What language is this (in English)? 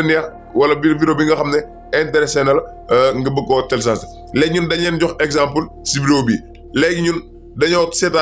Wolof